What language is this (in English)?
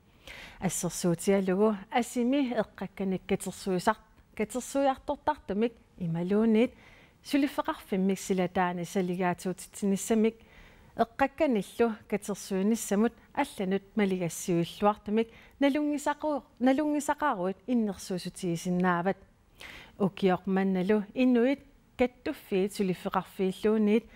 Kalaallisut